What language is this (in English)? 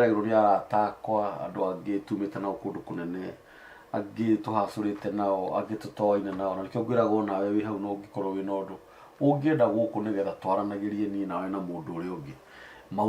Kikuyu